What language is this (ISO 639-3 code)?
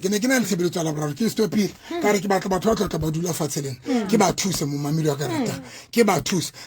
sot